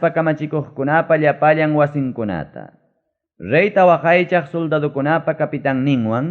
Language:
Ayacucho Quechua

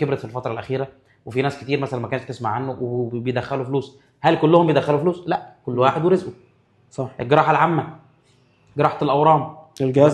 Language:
Egyptian Arabic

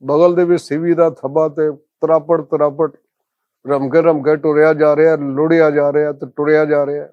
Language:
Western Panjabi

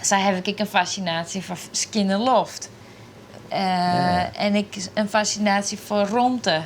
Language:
Western Frisian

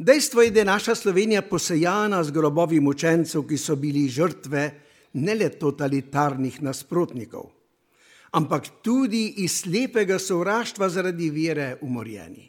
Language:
Slovenian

